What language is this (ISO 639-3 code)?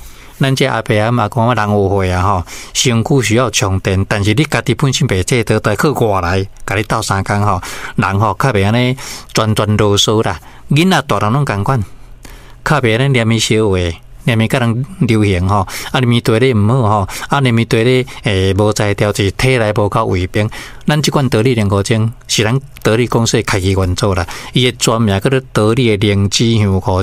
nan